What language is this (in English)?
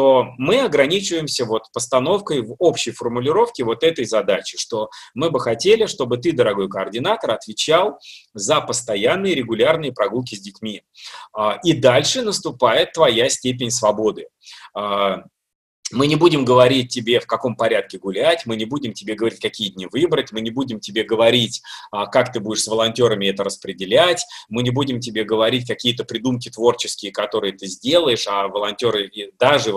Russian